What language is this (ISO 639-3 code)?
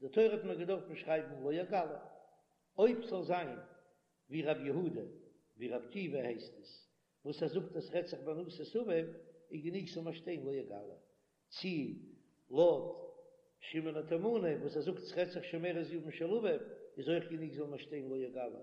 yid